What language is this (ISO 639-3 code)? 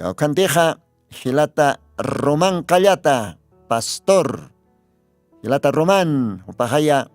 aym